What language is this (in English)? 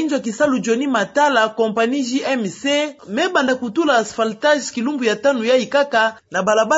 Kituba (Democratic Republic of Congo)